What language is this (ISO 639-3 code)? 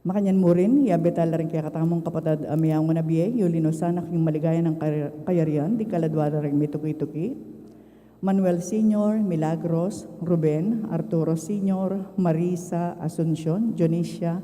pam